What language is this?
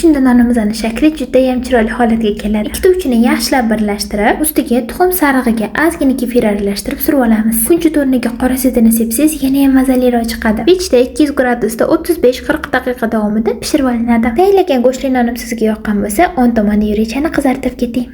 Uzbek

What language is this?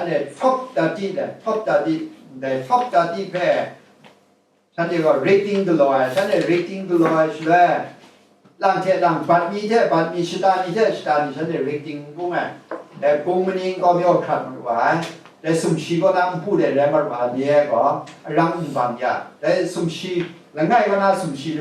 Kachin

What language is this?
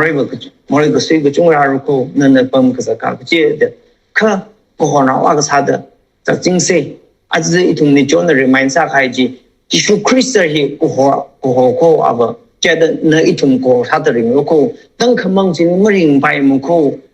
Tangkhul Naga (India)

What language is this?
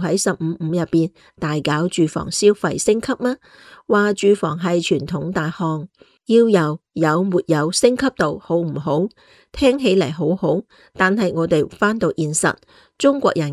Cantonese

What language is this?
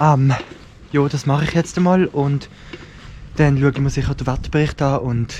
Swiss German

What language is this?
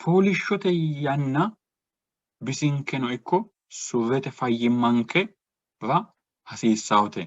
Sidamo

